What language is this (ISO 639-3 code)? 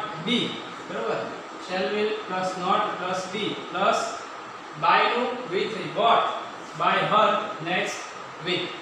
guj